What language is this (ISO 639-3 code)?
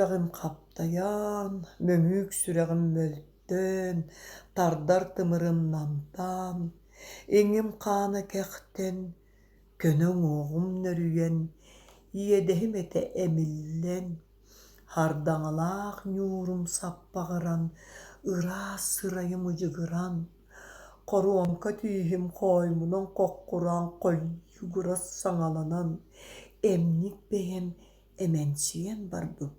sah